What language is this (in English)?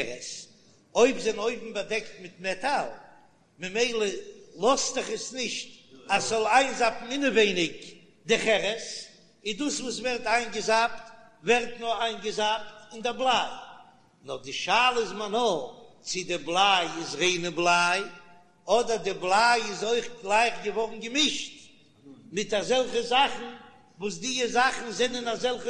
Yiddish